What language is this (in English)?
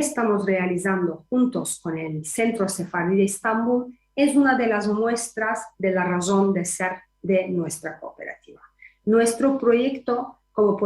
Ladino